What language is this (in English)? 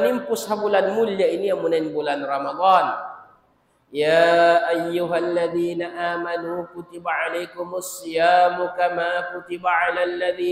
Tausug